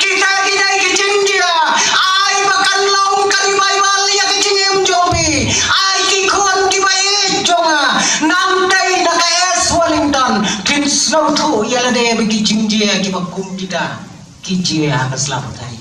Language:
Khasi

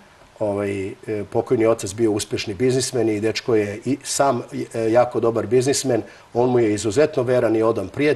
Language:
Serbian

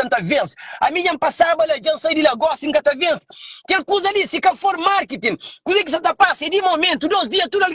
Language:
Kabuverdianu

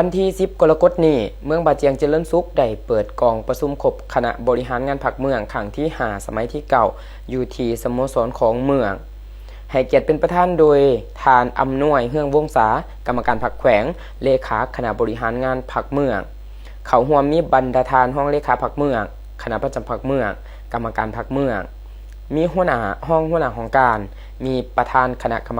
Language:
Lao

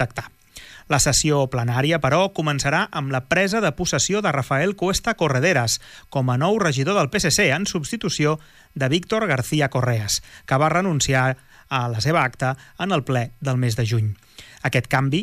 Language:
Catalan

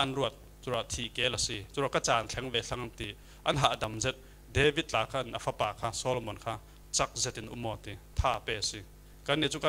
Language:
Falam Chin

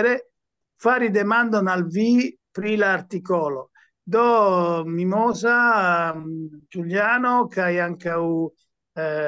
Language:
Esperanto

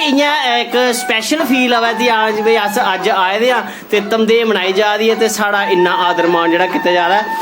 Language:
Dogri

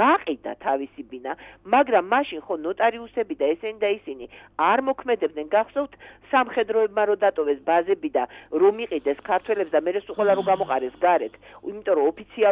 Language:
Georgian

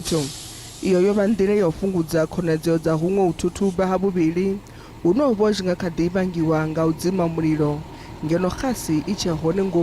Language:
Venda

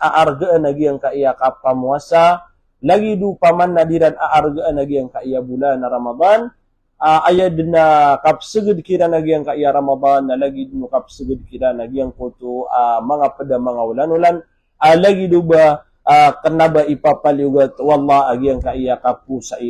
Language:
Maranao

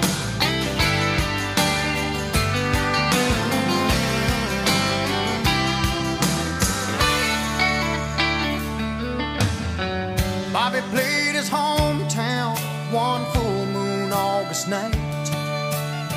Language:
English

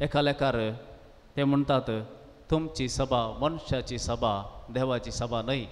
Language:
Konkani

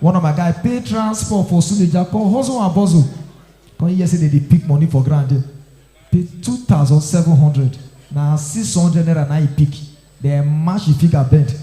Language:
Nigerian Pidgin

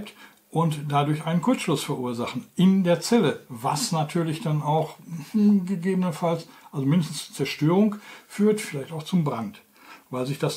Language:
German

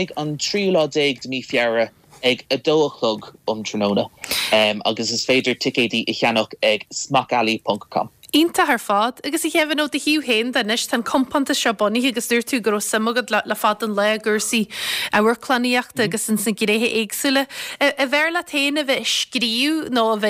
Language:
Irish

